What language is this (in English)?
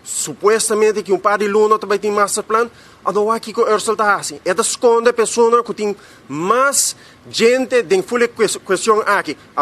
Papiamento